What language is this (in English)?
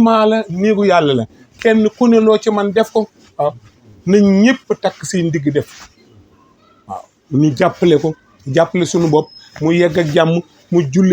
Wolof